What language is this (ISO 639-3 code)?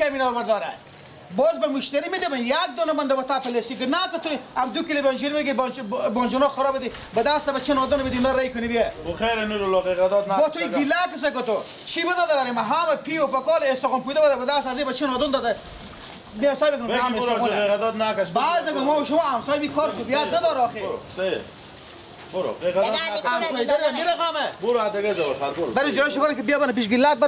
fas